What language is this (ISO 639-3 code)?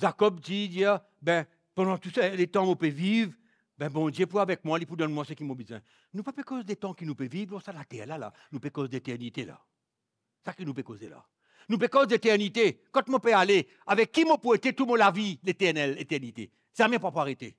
mfe